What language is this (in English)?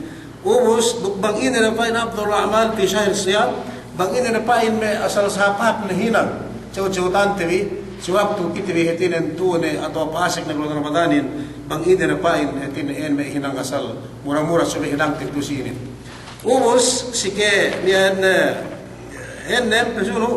Yakan